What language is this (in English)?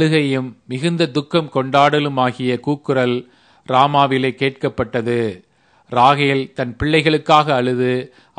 Tamil